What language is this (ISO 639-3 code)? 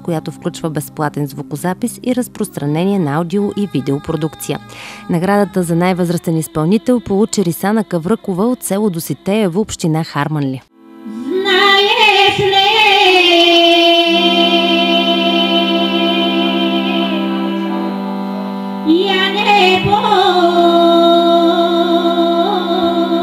bul